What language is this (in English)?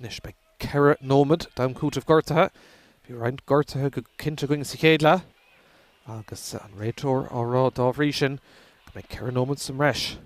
Irish